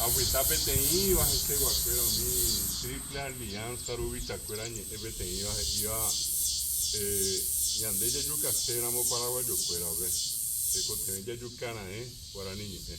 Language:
Guarani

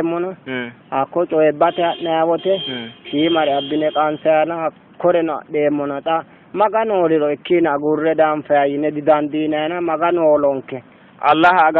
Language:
Sidamo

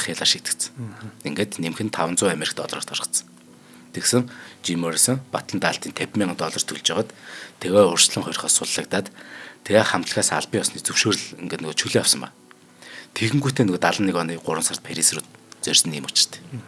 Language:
Mongolian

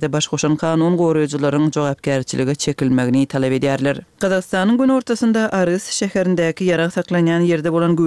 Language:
Turkmen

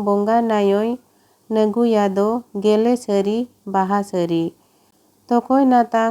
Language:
Santali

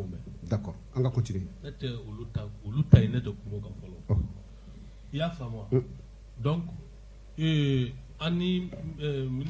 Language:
Bambara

